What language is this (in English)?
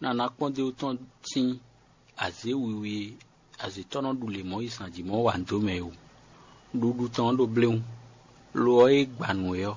Fon